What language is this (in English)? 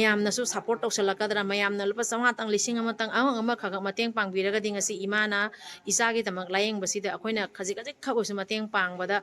Manipuri